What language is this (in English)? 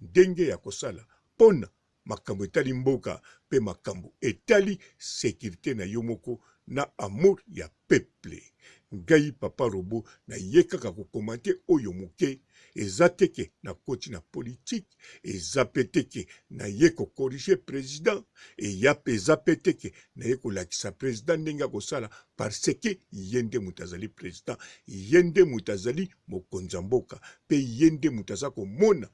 Lingala